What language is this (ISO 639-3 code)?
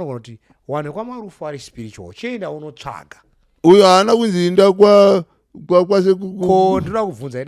sna